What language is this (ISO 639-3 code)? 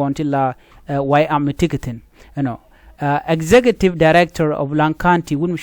nus